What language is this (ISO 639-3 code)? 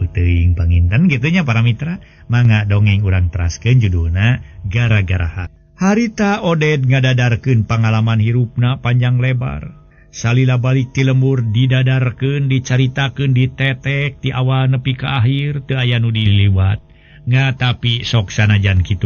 sun